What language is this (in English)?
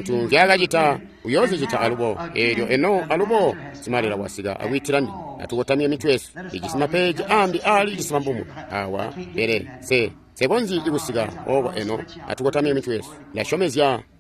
Tonga (Zambia)